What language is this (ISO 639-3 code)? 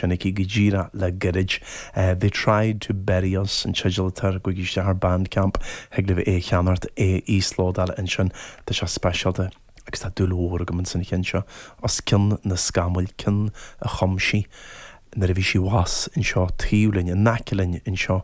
gle